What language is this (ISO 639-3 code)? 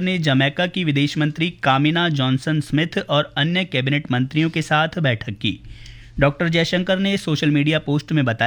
hin